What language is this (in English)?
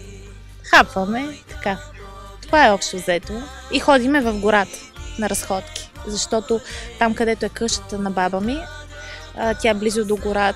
Bulgarian